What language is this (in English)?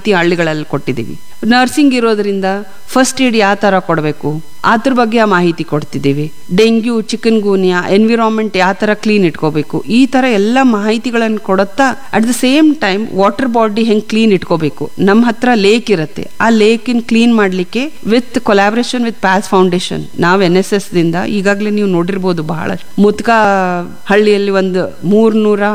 Kannada